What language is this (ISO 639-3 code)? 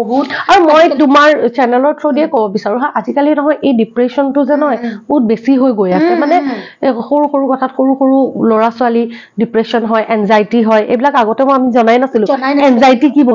asm